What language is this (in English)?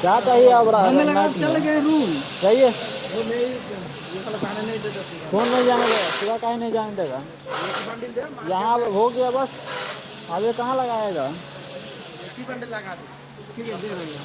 Maithili